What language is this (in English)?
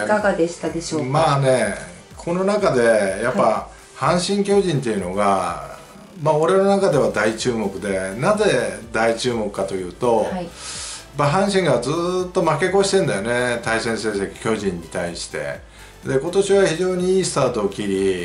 Japanese